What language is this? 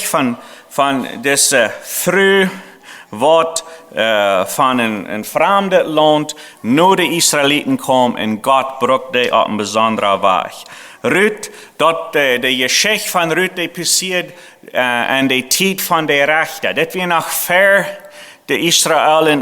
Plautdietsch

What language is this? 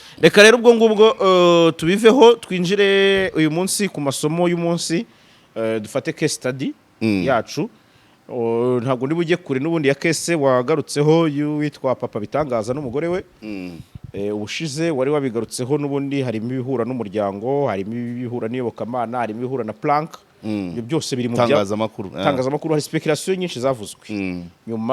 Kinyarwanda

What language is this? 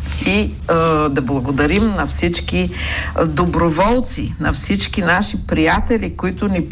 Bulgarian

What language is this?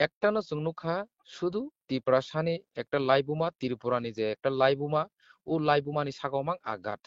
Kok Borok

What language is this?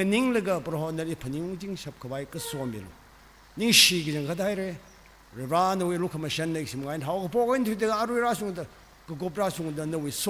Tangkhul Naga (India)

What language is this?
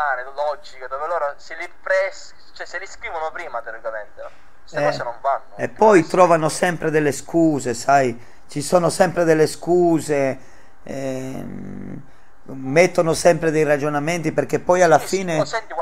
Italian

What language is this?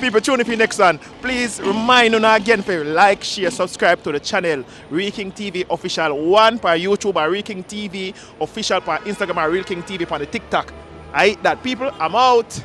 Jamaican Creole English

